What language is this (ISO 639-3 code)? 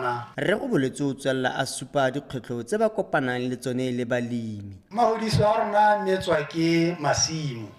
tsn